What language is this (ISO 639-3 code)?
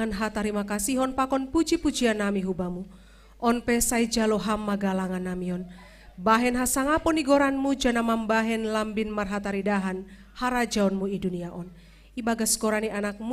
bts